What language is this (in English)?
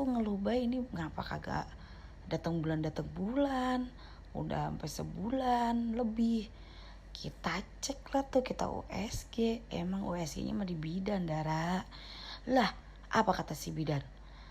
Betawi